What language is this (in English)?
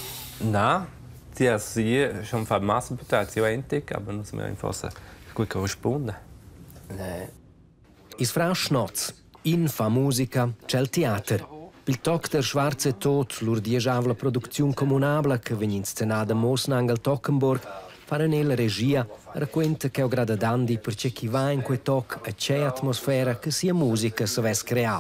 Romansh